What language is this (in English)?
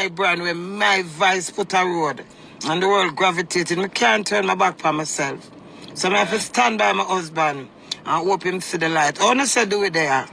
Jamaican Creole English